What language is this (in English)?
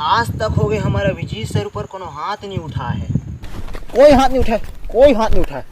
Chhattisgarhi